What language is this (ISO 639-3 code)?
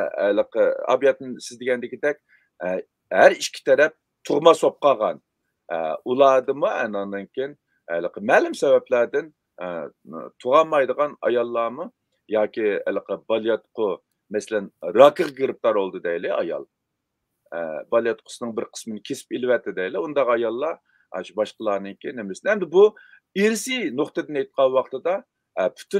uig